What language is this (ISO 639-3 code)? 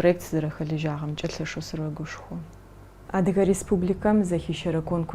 ady